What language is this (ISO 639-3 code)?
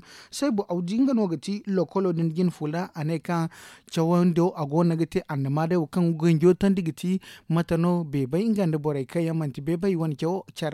dje